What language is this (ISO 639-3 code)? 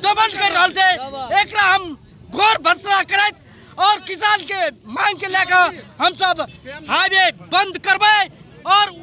mai